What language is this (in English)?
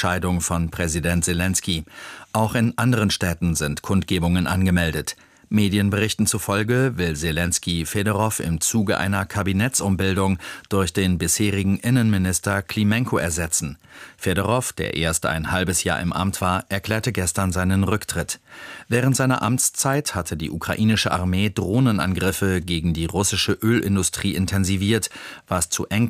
German